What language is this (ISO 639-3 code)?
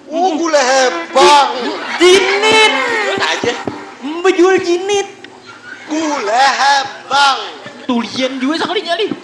bjn